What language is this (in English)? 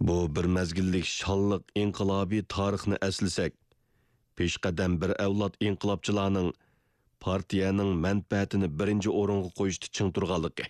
Uyghur